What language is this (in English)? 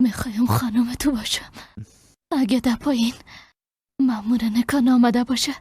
Persian